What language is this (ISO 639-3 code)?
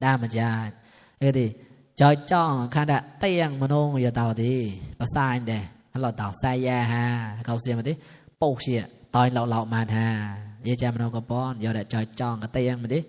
mnw